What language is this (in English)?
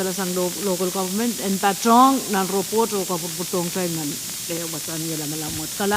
Pohnpeian